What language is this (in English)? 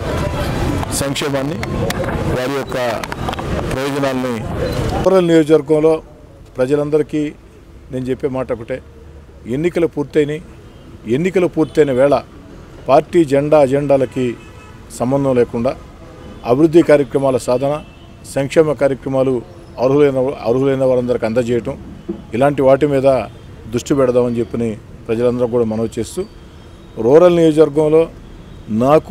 Telugu